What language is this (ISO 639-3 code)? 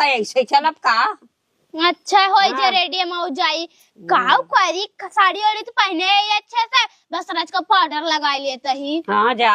awa